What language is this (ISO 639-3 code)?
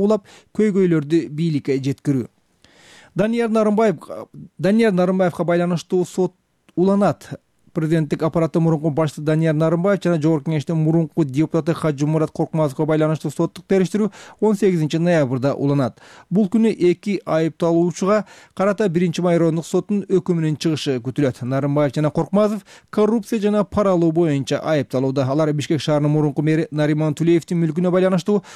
kir